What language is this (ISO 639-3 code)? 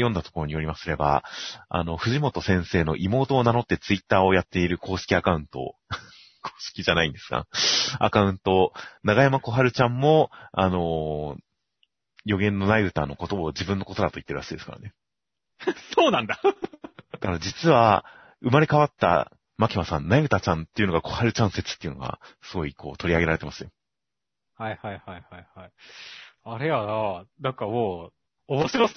jpn